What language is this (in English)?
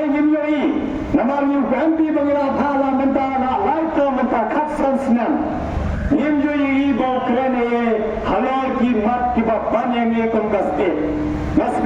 Khasi